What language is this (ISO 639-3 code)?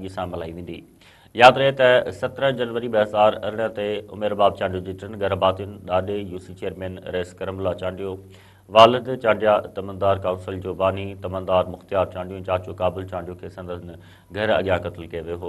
snd